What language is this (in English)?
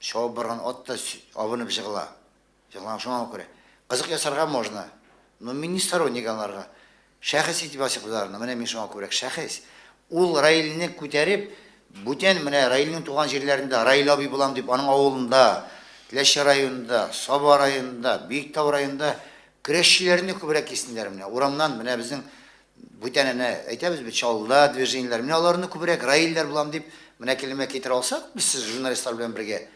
Tatar